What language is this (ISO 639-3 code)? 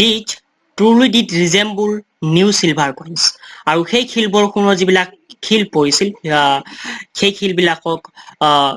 asm